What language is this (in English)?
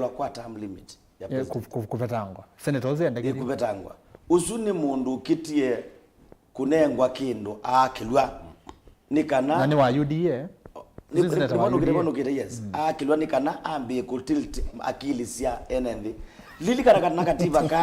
Kamba